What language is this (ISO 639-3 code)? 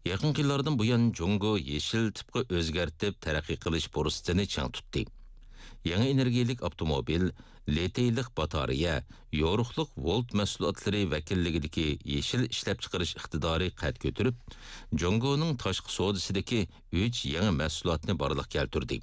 uig